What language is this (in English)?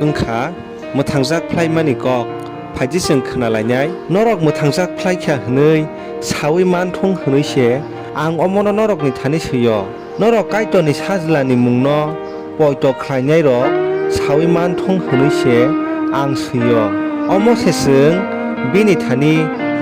Kok Borok